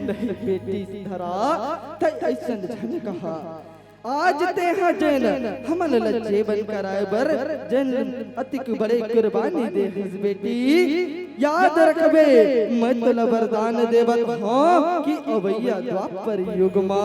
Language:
Chhattisgarhi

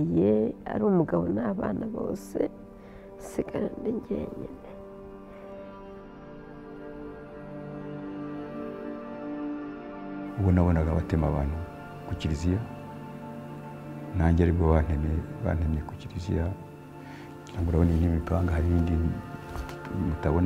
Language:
Kinyarwanda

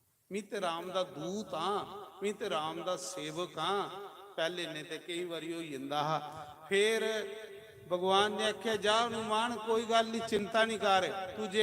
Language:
Dogri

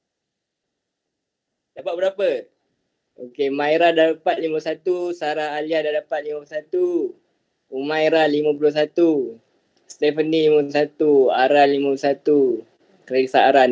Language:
Malay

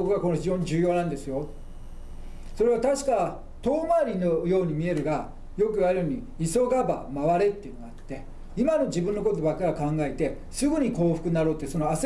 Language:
Japanese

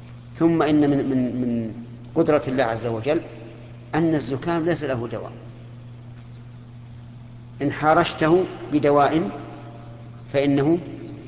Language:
Arabic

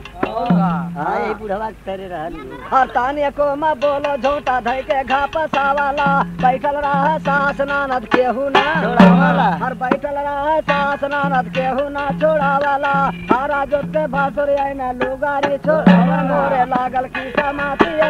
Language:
Bhojpuri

